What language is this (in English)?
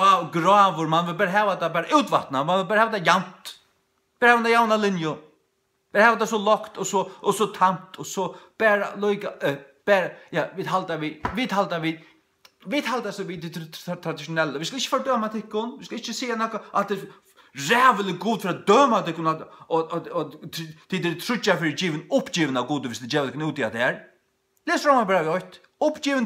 Faroese